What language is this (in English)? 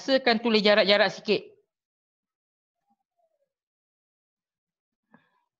Malay